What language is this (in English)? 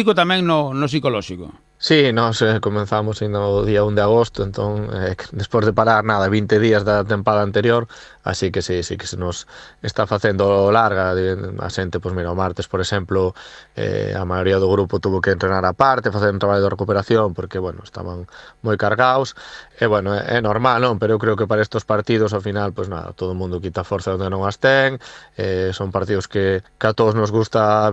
Galician